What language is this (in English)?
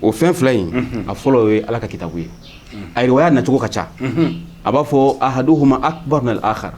Bambara